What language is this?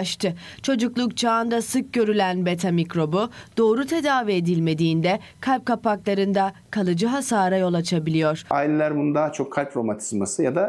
Turkish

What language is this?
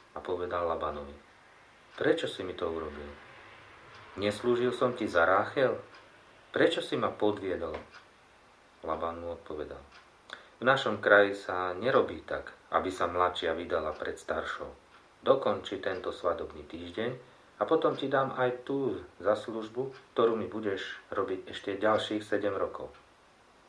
Slovak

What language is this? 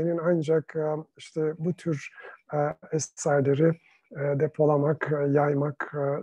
Turkish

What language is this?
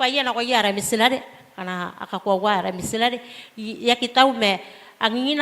Gilbertese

